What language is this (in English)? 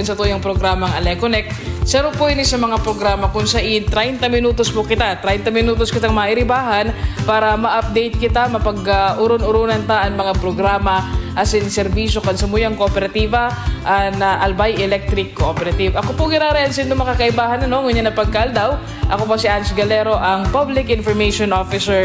Bikol